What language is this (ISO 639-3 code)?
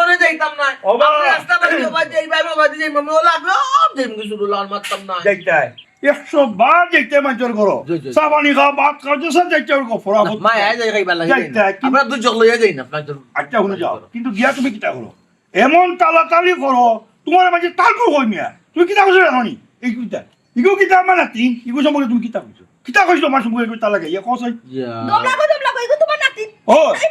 syl